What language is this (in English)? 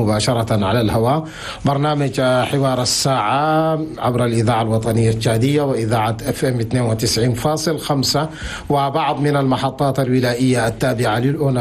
Chadian Arabic